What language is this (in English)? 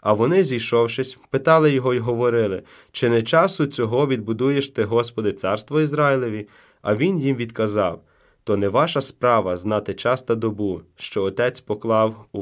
Ukrainian